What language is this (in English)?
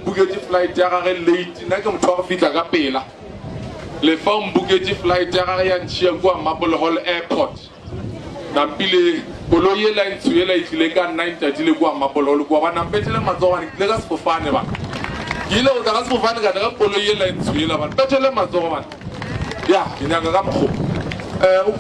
Northern Sotho